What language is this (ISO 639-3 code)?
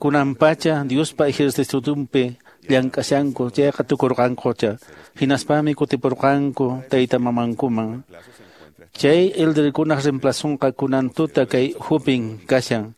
que